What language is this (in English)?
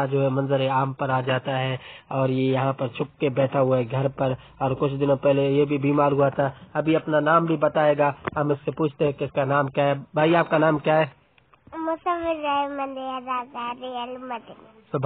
Urdu